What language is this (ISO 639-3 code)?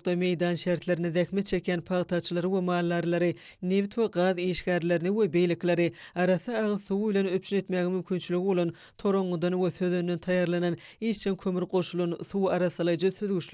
tuk